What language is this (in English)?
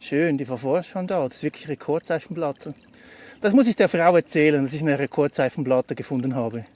Swiss German